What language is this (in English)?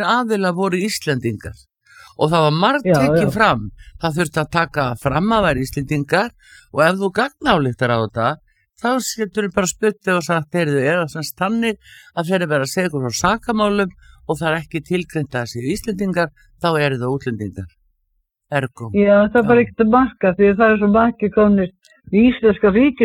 Icelandic